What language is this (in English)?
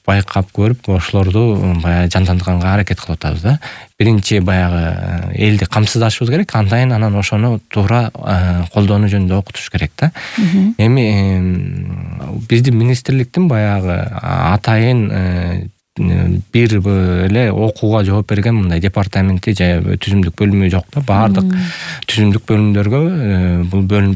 Kyrgyz